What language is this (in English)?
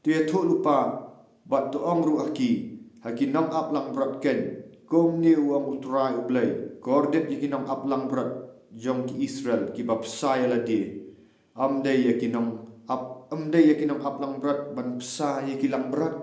Khasi